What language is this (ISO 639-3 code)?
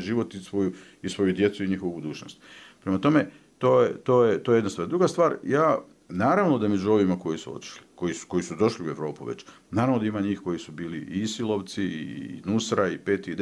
bos